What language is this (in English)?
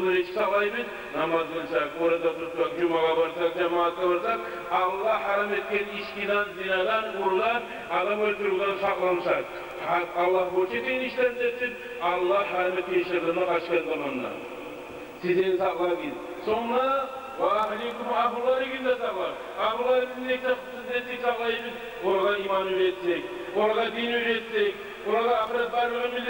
Kumyk